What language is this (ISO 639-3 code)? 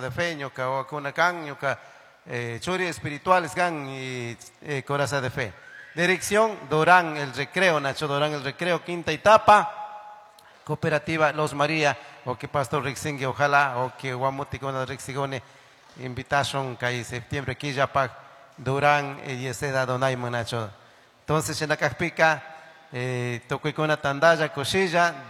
qug